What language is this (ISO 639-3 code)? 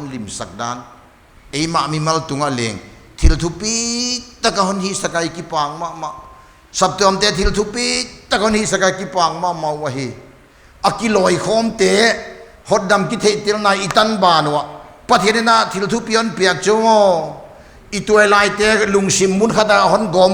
pck